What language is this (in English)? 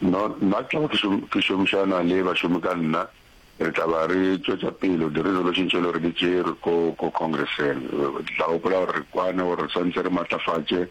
Northern Sotho